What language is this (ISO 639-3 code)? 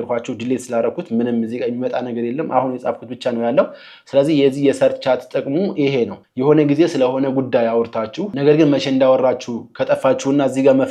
amh